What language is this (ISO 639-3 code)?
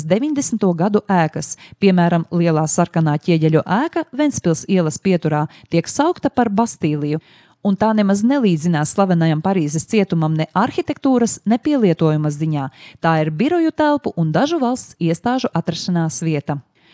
lav